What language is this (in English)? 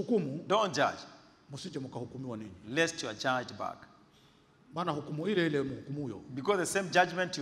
Swahili